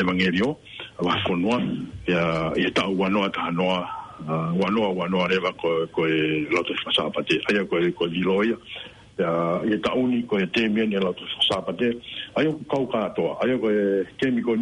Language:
Tongan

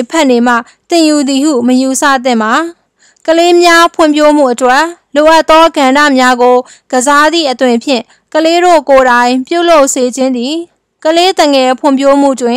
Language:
Burmese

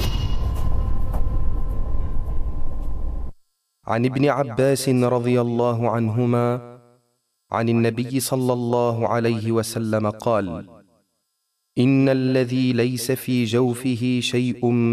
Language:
Arabic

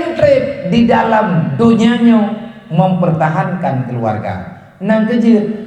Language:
Achinese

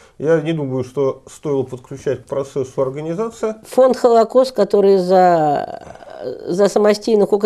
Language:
Russian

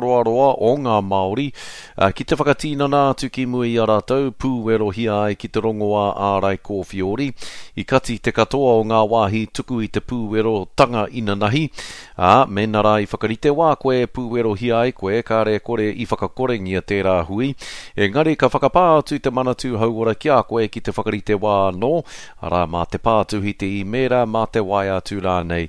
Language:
Māori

